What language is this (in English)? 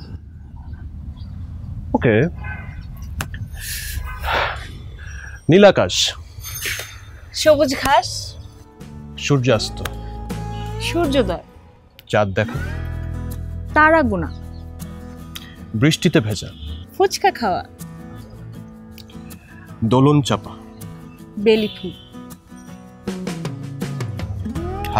Bangla